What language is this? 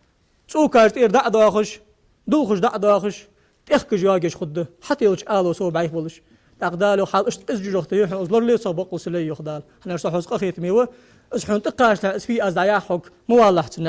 Ingush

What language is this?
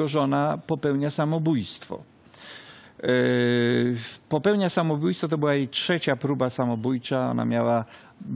Polish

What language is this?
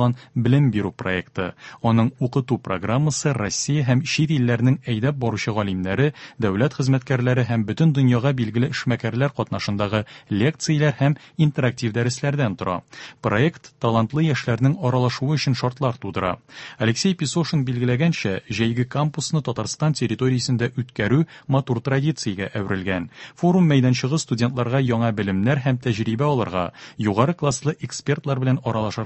Tatar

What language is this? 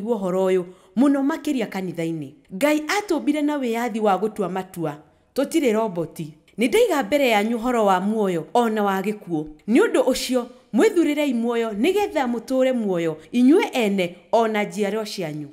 Kikuyu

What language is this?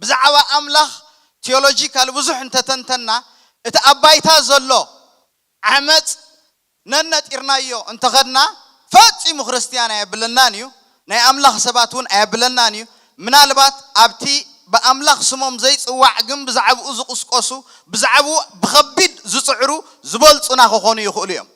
Tigrinya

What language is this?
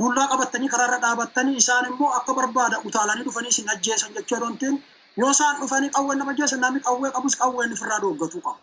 Oromo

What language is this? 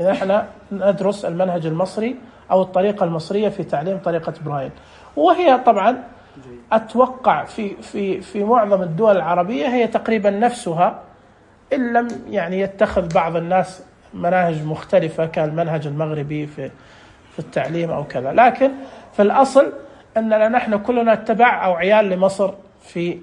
Najdi Arabic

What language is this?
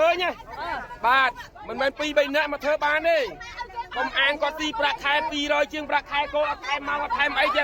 Khmer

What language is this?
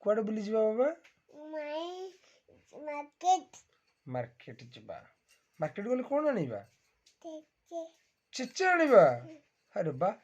Odia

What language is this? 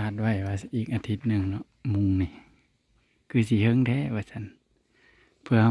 Northeastern Thai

